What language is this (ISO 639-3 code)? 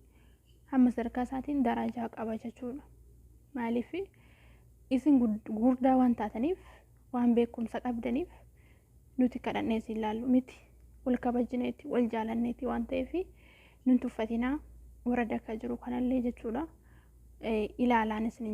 orm